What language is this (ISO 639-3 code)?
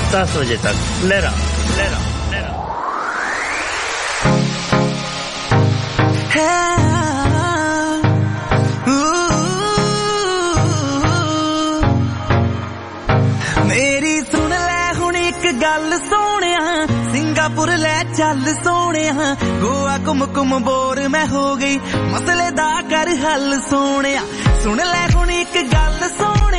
pan